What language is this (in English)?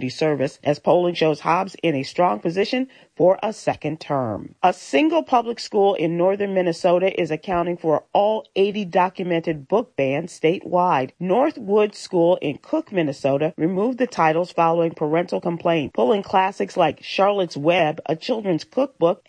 English